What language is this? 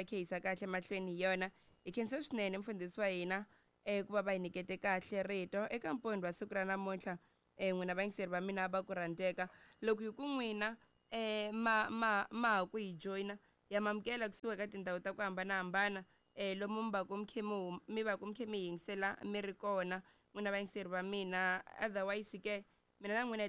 Tsonga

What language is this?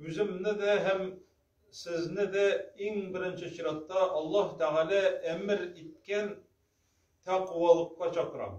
Tatar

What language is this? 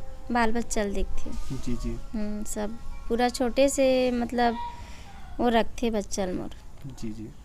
Chhattisgarhi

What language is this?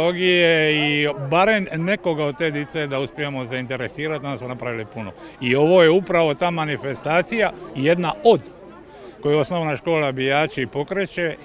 Croatian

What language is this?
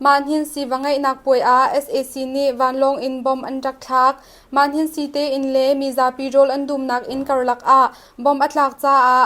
Hakha Chin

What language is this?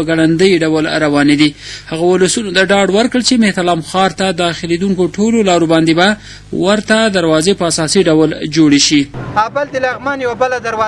Pashto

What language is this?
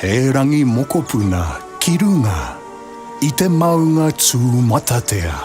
Māori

